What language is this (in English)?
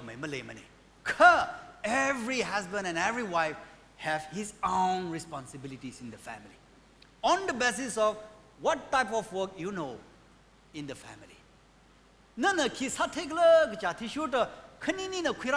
Tangkhul Naga (India)